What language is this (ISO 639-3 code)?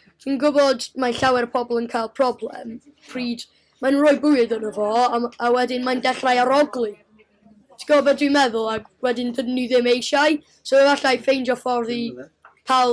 cym